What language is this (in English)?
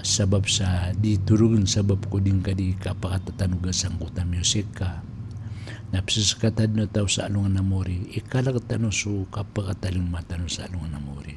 Maranao